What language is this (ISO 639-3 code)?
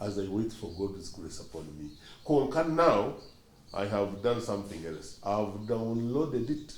nyn